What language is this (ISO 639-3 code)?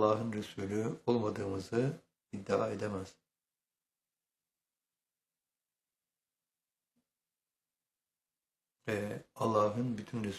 tur